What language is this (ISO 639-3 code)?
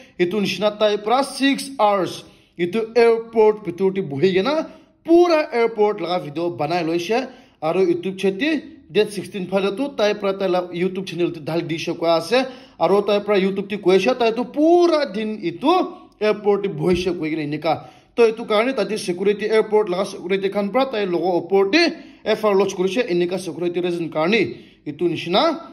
nag